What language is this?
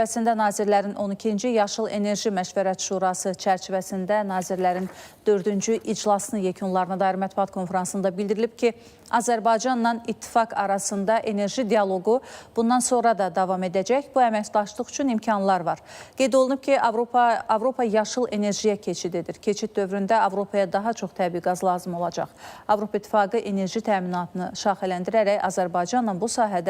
Azerbaijani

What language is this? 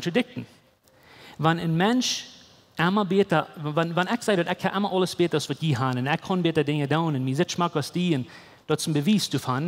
Plautdietsch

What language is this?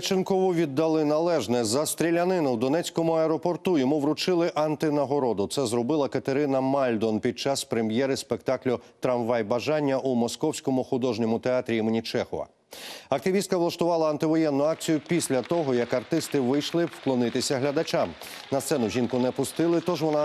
Ukrainian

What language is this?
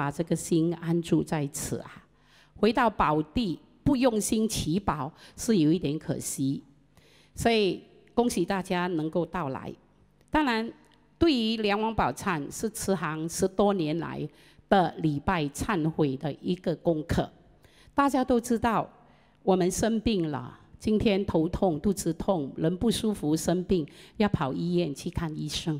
Chinese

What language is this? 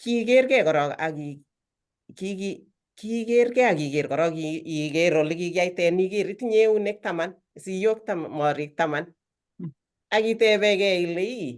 Kalenjin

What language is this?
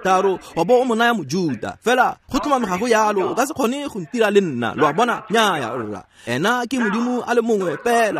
Tswana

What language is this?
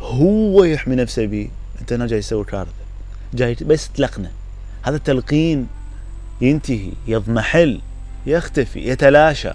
Mesopotamian Arabic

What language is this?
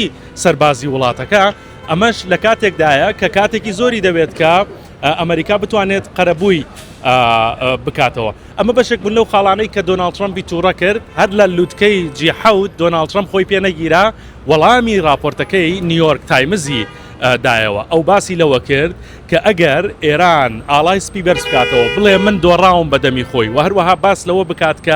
Central Kurdish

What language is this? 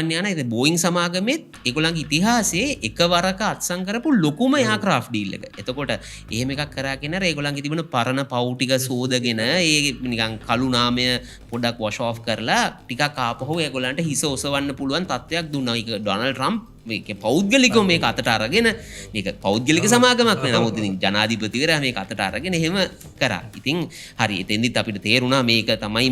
Sinhala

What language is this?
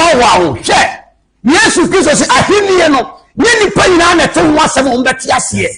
Akan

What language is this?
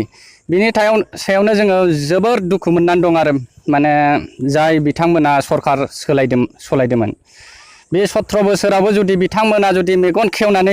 Bodo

